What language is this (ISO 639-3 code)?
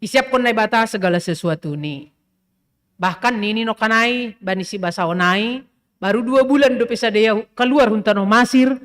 bts